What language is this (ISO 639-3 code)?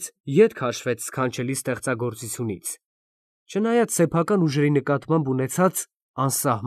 hye